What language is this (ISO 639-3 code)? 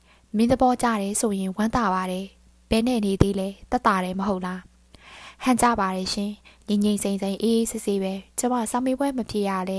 mya